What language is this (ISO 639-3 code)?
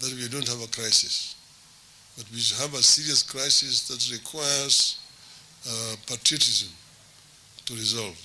mer